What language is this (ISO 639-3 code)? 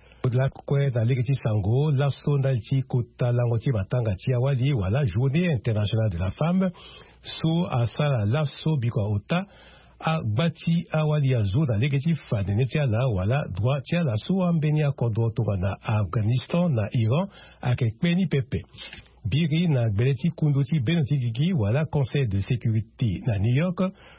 sag